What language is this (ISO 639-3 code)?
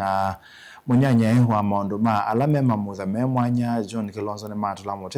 kam